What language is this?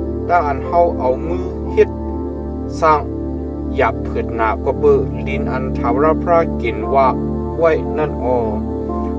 Shan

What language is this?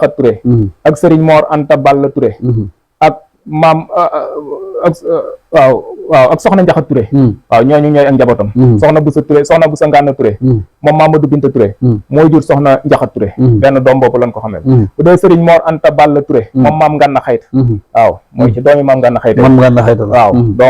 Wolof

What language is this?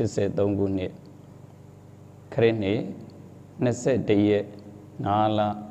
Burmese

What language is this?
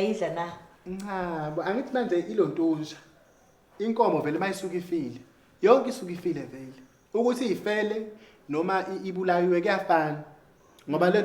Zulu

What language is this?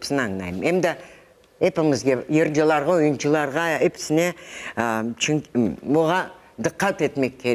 Crimean Tatar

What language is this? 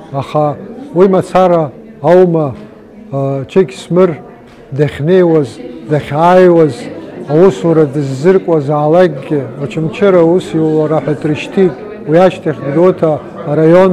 Abkhazian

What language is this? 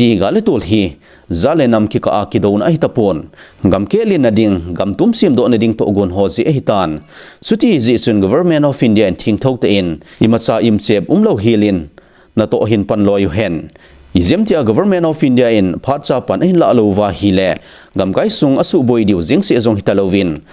Thado Chin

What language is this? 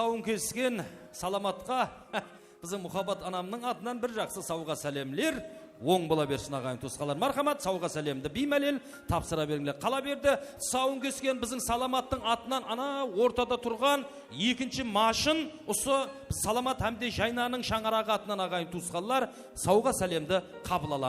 Kara-Kalpak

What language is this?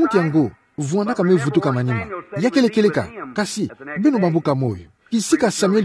Kituba (Democratic Republic of Congo)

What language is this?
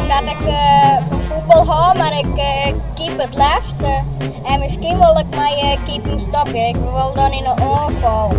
Western Frisian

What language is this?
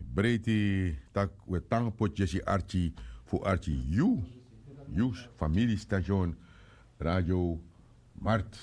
Sranan Tongo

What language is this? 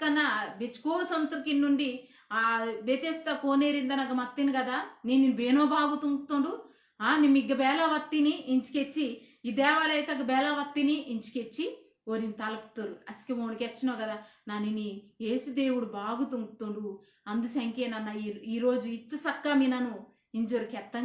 Koya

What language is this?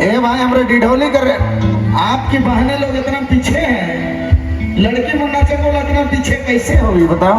Sadri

